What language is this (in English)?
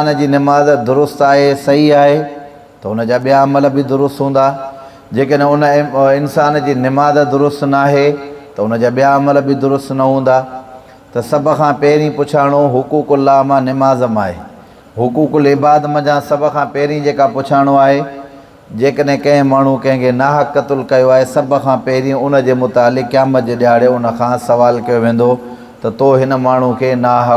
Sindhi